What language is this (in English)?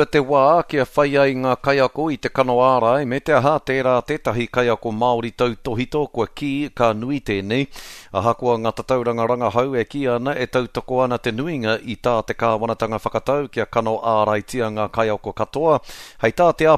Māori